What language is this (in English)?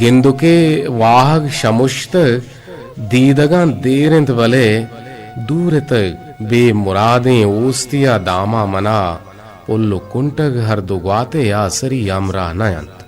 Eastern Balochi